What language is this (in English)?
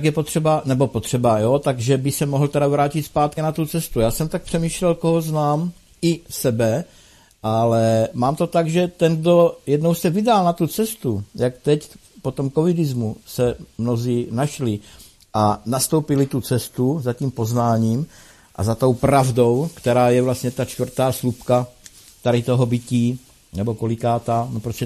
Czech